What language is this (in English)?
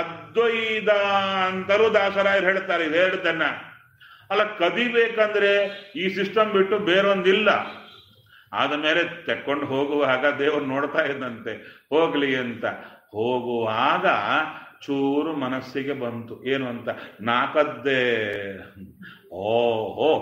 Kannada